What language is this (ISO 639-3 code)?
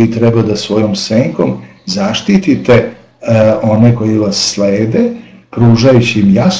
srp